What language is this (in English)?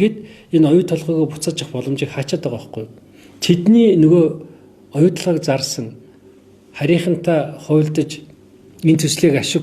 Mongolian